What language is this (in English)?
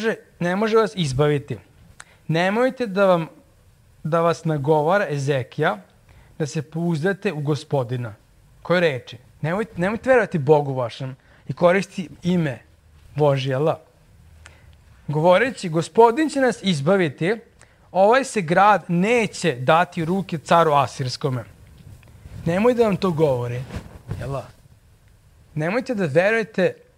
Serbian